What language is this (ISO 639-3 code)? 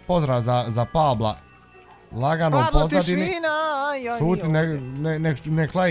bos